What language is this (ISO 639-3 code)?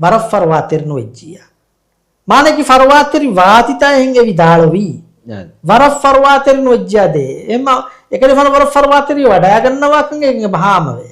div